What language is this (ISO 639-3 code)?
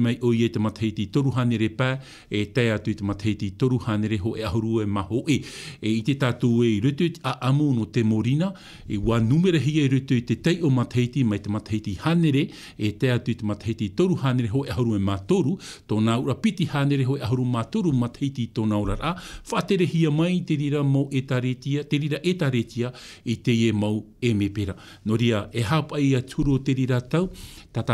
tah